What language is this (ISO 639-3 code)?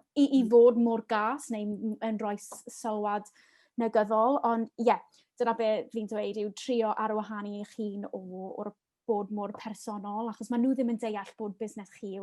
cym